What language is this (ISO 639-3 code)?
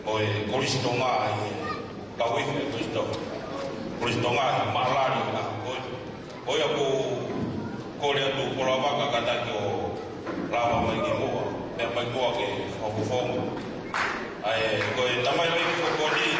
ton